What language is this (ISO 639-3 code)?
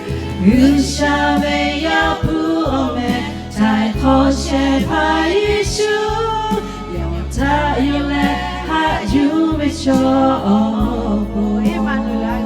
lhu